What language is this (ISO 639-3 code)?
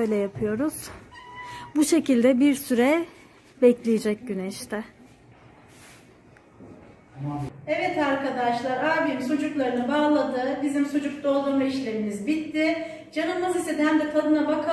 tur